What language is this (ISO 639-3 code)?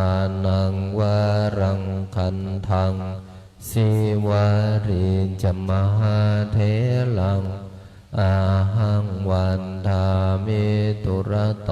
pli